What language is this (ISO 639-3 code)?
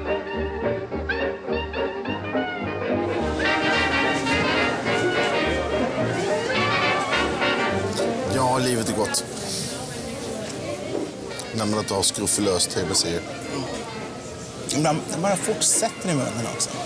swe